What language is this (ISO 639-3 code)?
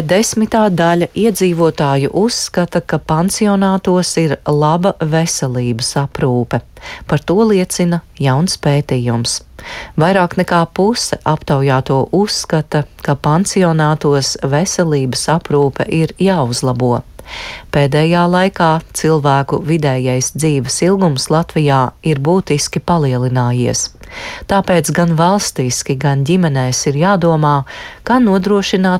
lav